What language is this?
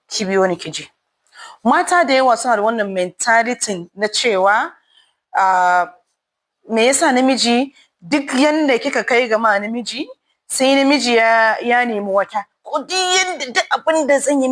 Hausa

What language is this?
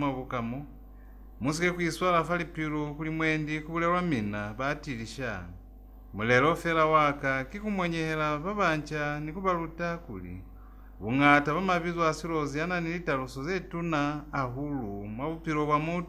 Lozi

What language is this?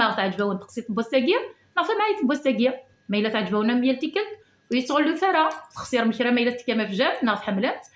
Kabyle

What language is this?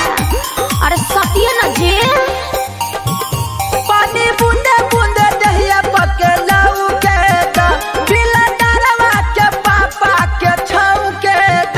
Bhojpuri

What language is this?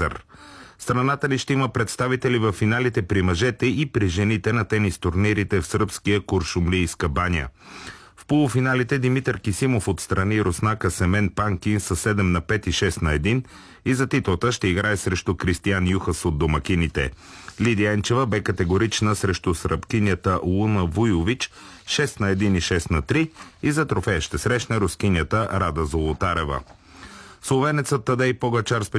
Bulgarian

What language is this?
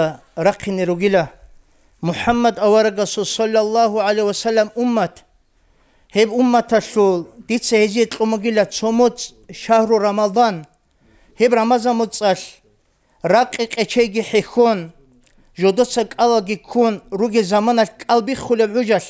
Avaric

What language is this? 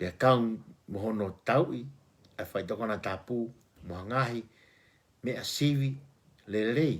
Tongan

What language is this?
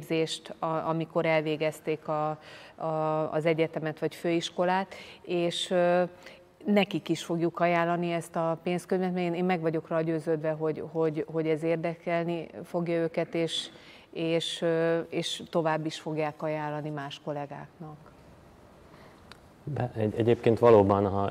Hungarian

